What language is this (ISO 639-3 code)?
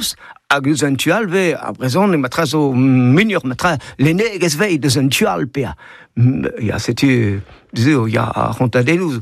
bre